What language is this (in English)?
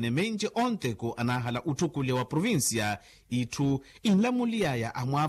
Makhuwa